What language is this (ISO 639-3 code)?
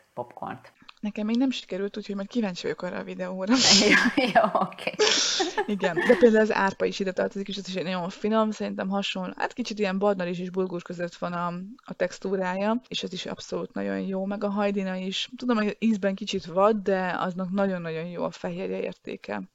hun